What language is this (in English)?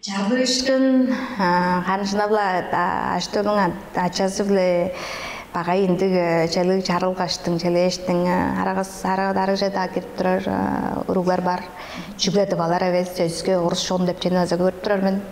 Tuvinian